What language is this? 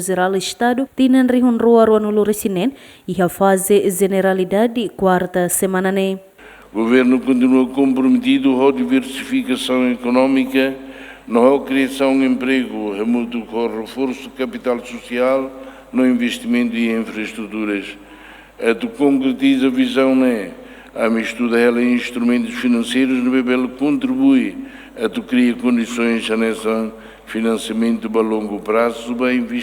Tetum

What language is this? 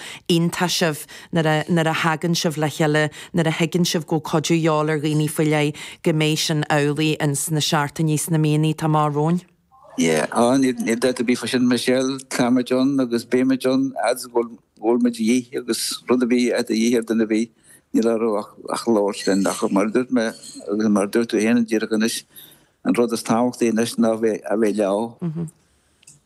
Irish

